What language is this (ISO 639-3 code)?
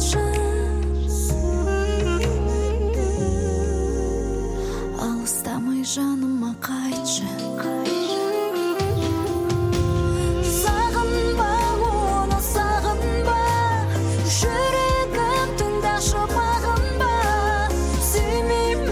kaz